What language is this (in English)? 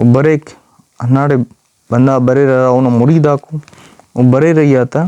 Brahui